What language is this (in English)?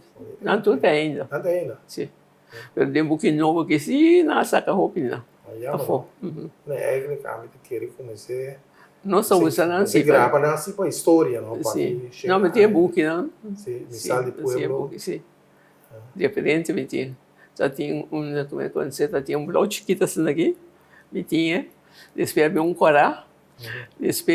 Papiamento